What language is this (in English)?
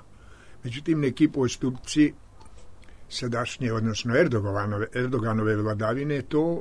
Serbian